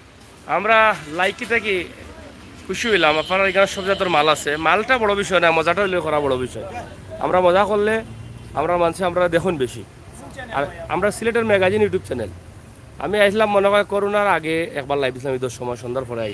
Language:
Sylheti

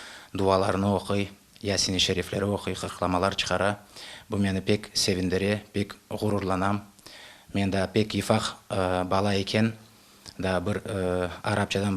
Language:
Crimean Tatar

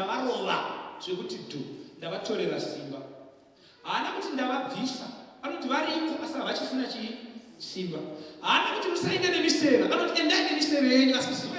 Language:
Shona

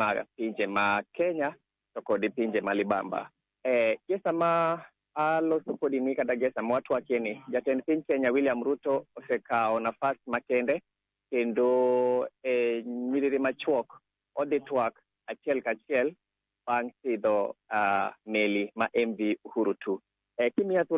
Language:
Luo (Kenya and Tanzania)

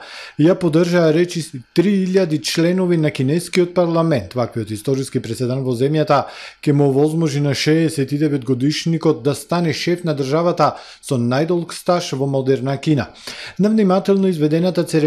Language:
Macedonian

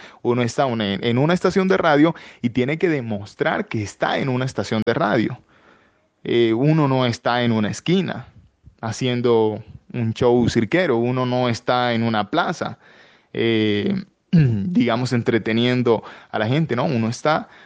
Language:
Spanish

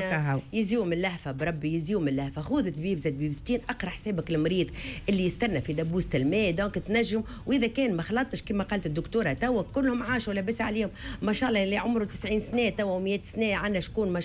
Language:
Tunisian Arabic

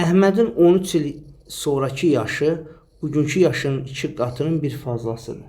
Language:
Azerbaijani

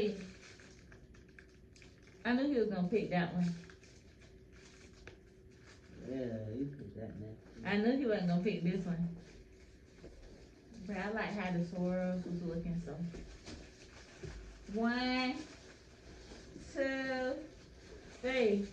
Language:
English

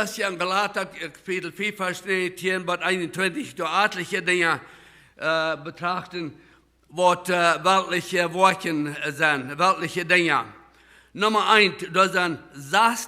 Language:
Plautdietsch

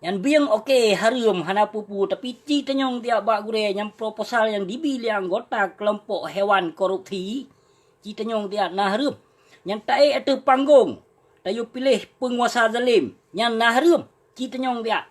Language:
Achinese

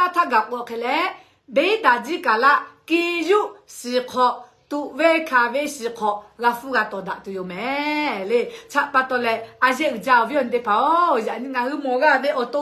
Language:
Lahu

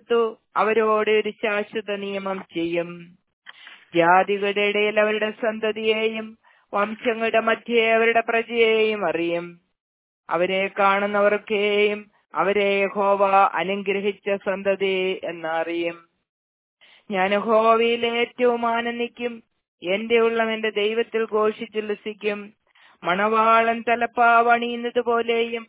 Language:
Malayalam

